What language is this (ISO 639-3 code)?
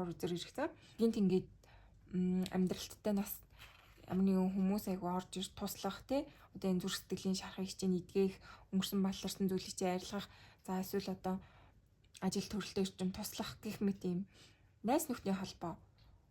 mon